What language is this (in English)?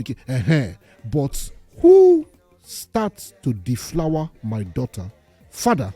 Nigerian Pidgin